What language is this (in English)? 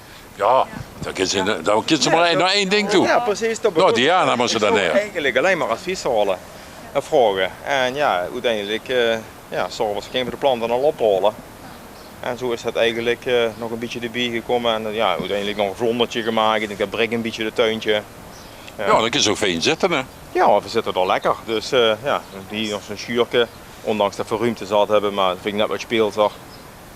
Limburgish